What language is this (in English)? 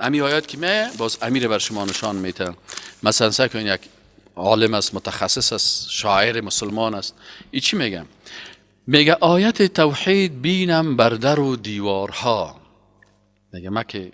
Persian